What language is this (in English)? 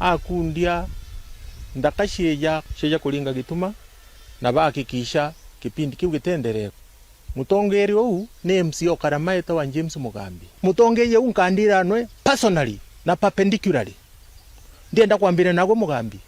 Meru